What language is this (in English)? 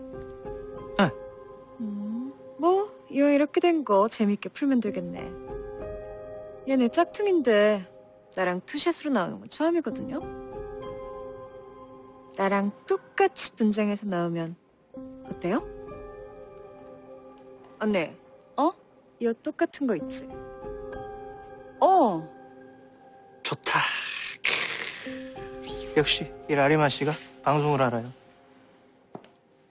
Korean